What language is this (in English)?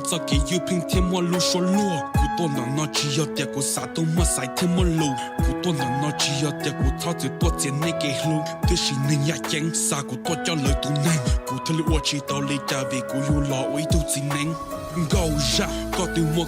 Hmong